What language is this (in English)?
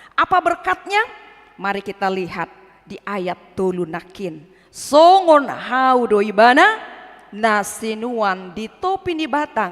Batak Toba